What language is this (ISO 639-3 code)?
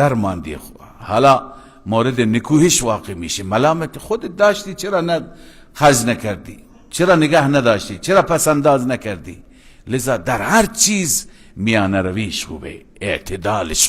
fas